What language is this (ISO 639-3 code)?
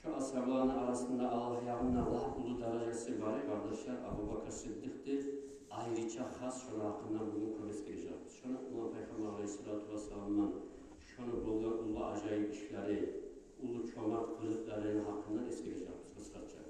kum